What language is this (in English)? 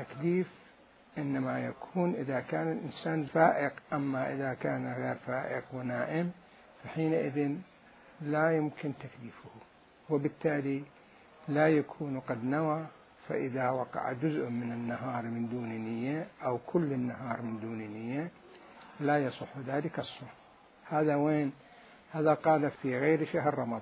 Mesopotamian Arabic